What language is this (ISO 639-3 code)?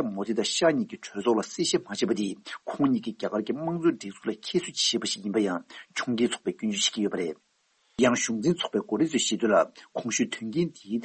bod